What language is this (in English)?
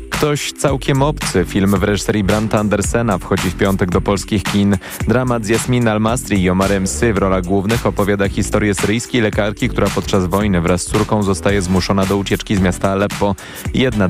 Polish